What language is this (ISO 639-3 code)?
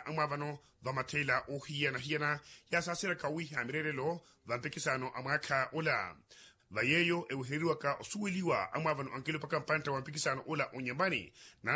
vmw